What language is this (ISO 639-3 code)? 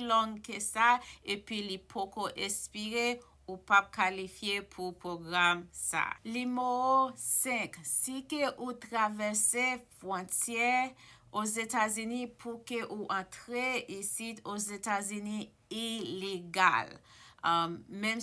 hat